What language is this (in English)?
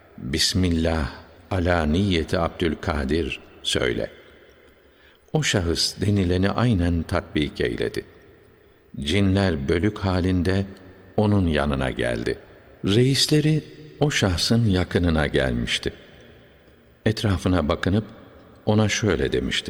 Turkish